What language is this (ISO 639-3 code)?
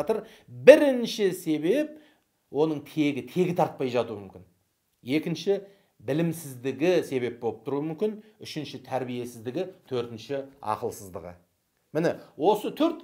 kaz